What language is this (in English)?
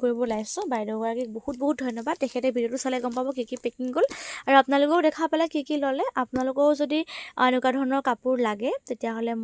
Assamese